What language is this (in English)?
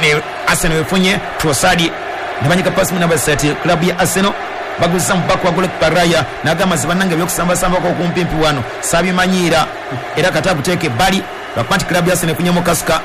Ganda